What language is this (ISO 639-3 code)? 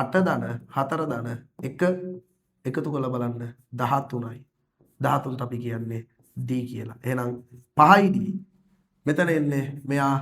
sin